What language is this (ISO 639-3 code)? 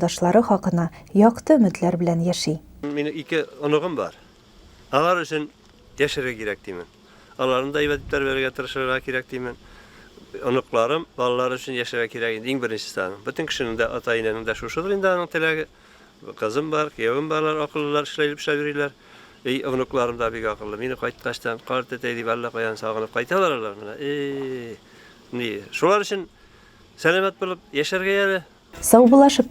tat